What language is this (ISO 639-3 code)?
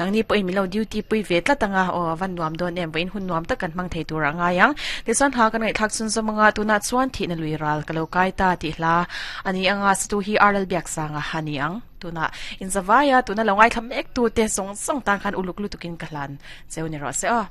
lus